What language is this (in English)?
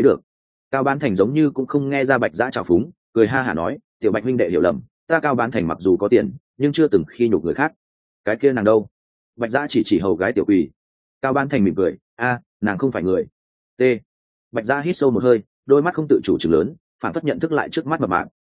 Vietnamese